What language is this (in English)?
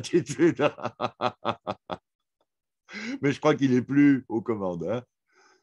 French